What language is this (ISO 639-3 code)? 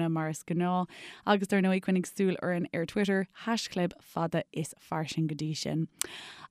gle